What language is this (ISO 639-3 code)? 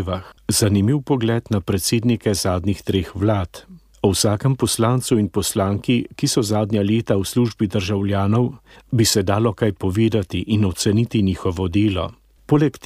slv